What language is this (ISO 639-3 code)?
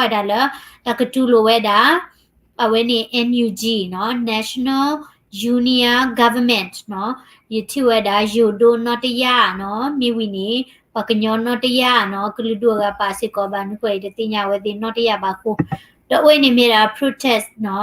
ksw